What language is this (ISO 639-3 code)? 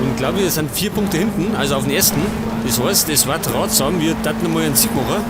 bar